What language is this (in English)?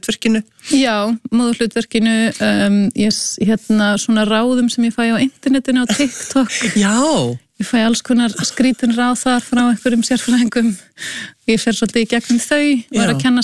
Icelandic